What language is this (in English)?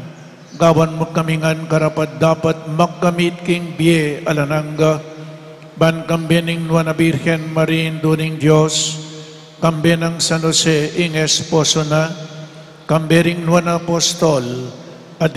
Pampanga